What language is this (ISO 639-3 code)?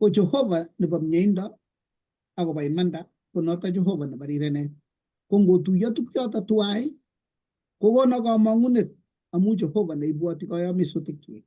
kln